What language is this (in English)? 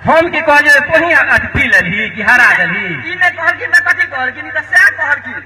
Maithili